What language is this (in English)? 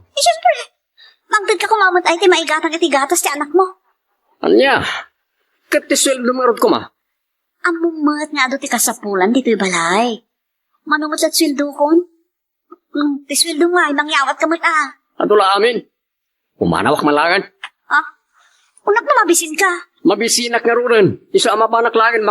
Iloko